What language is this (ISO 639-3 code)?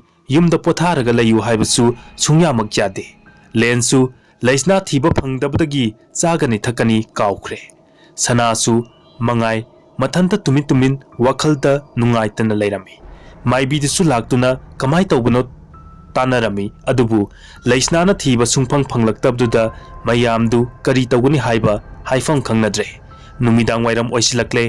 mni